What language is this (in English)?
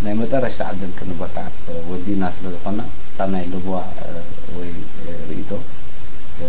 Tigrinya